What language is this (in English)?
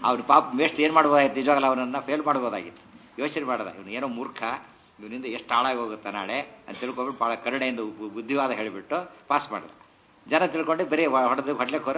Kannada